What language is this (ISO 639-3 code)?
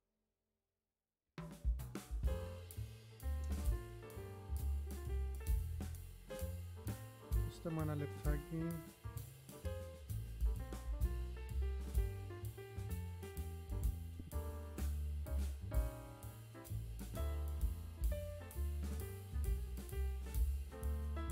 ell